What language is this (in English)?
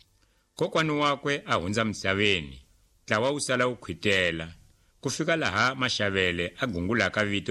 Tsonga